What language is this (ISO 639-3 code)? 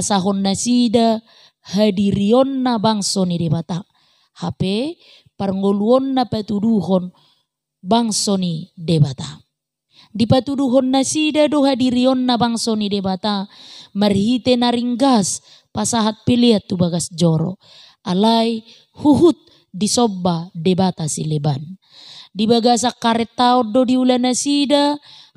bbc